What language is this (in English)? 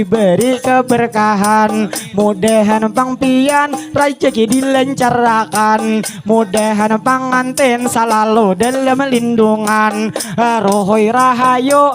Banjar